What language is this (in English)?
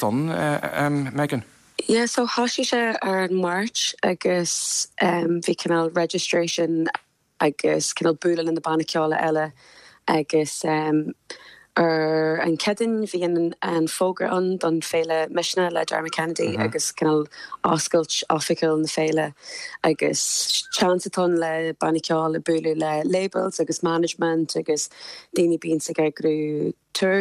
Irish